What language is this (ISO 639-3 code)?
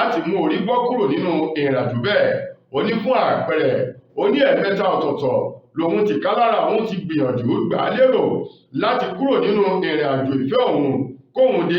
yor